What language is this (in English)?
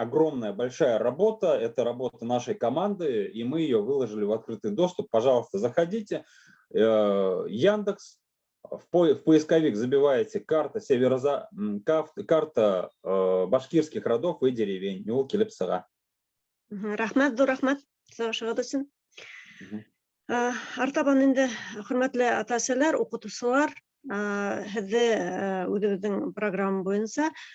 Bashkir